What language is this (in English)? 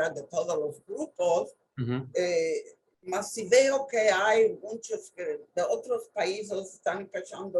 Ladino